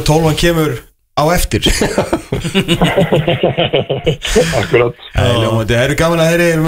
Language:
Icelandic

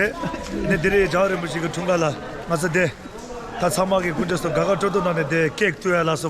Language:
Tibetan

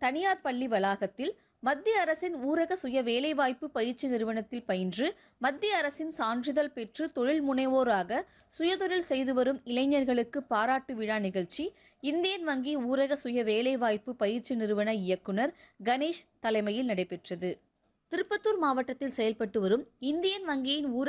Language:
Tamil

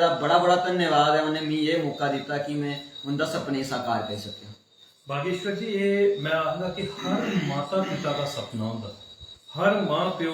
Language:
Dogri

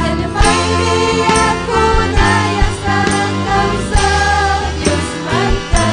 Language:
Ayacucho Quechua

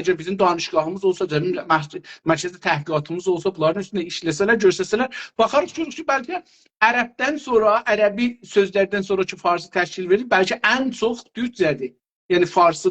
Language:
South Azerbaijani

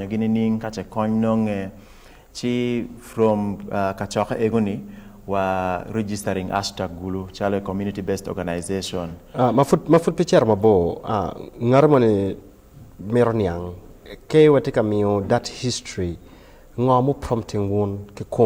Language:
Acoli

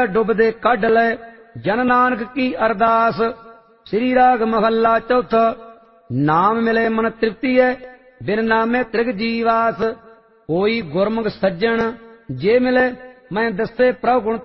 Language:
Punjabi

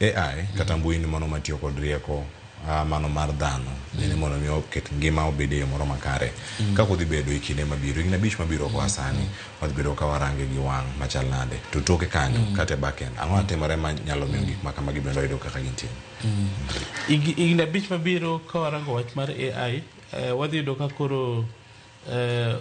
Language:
Luo (Kenya and Tanzania)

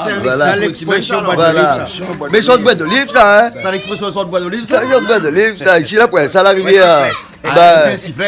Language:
Réunion Creole French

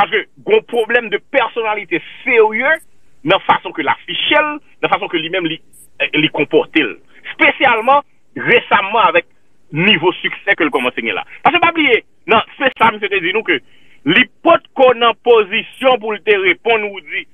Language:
Haitian Creole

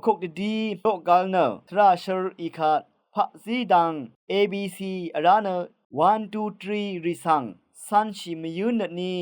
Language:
Rawang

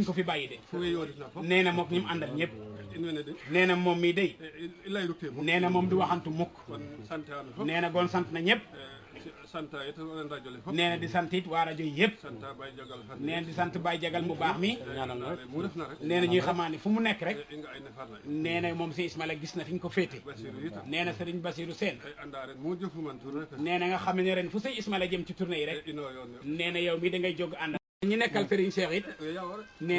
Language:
Wolof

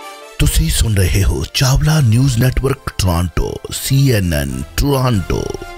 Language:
Punjabi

